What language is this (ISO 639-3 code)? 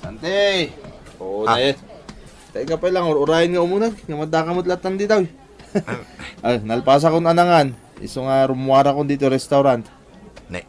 ilo